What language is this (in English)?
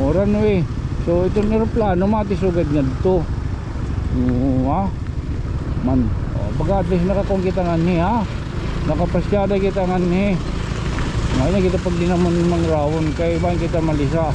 Waray